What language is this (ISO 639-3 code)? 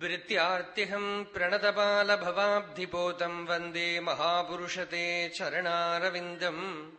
san